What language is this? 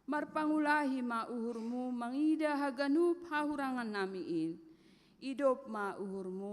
Batak Simalungun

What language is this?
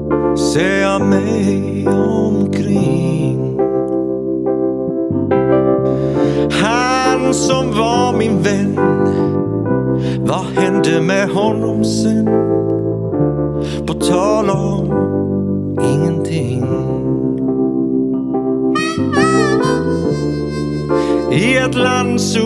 Swedish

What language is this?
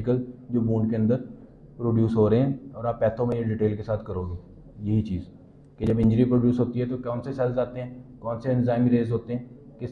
Hindi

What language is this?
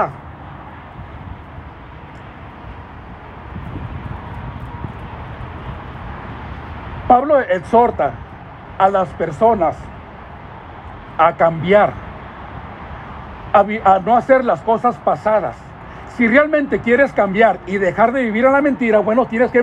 Spanish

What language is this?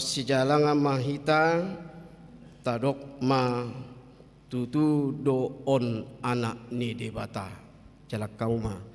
Batak Toba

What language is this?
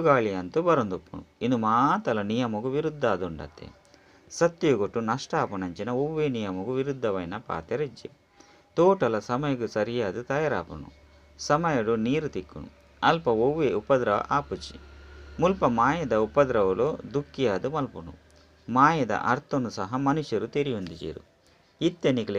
Tulu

